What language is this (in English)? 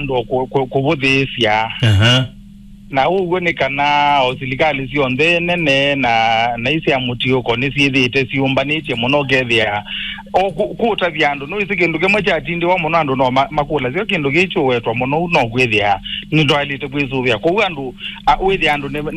Kamba